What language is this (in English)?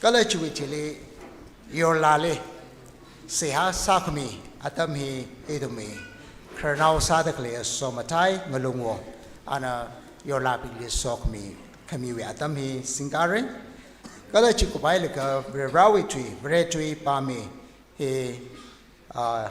Tangkhul Naga (India)